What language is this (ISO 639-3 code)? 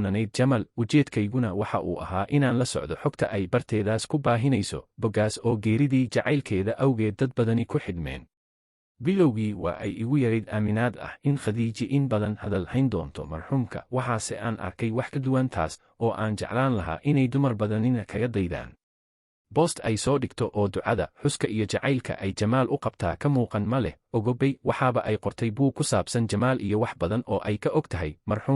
som